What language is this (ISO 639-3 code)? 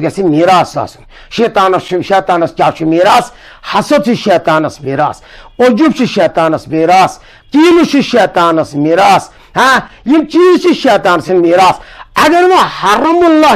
kas